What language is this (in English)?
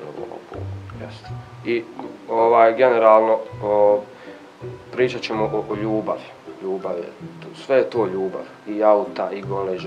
Bosnian